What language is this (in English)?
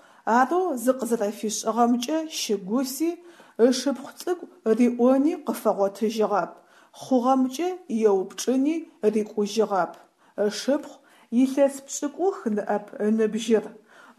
Adyghe